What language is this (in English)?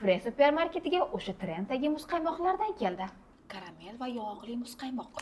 Uzbek